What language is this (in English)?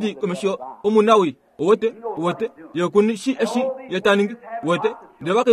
Kuanyama